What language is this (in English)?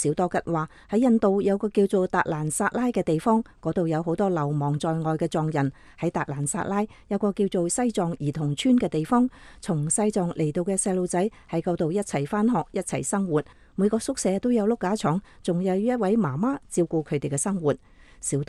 Cantonese